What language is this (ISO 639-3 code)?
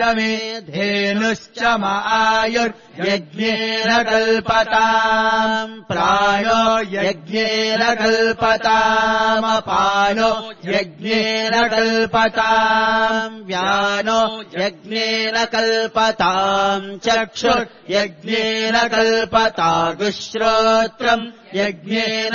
san